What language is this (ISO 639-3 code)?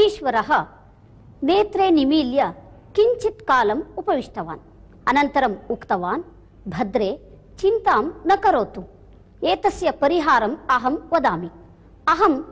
san